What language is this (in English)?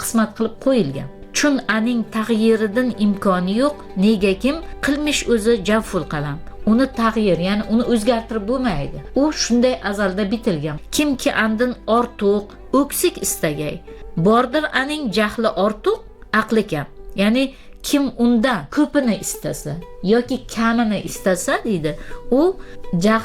Uzbek